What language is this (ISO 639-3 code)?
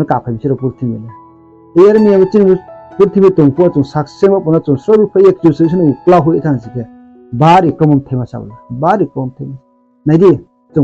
ria